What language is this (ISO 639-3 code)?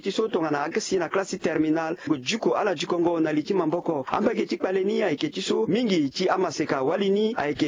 sag